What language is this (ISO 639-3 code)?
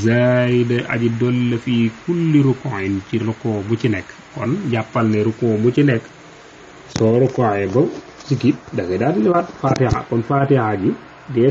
wol